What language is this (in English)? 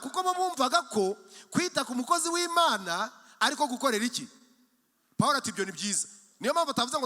Kinyarwanda